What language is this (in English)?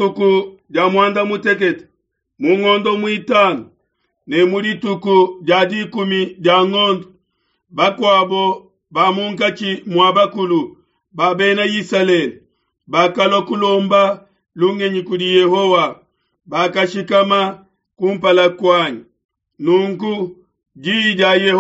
Luba-Lulua